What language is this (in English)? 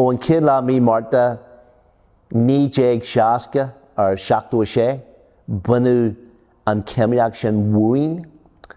Irish